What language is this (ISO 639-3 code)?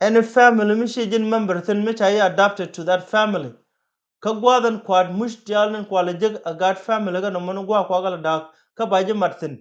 nus